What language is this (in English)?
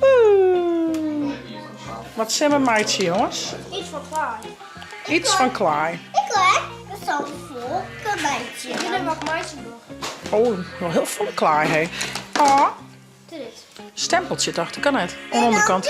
Western Frisian